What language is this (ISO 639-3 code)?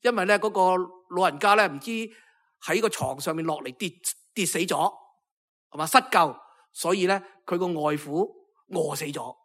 yue